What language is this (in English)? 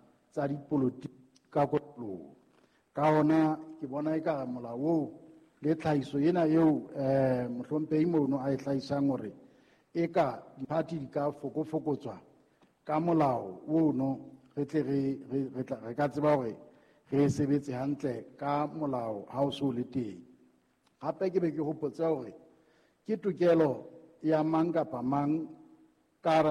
Southern Sotho